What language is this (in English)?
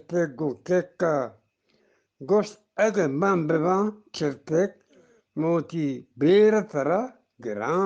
Eastern Balochi